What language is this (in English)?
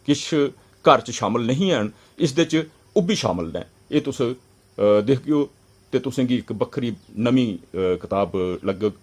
Dogri